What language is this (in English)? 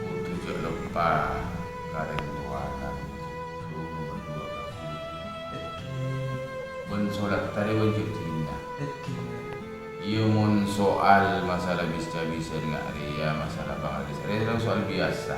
Madurese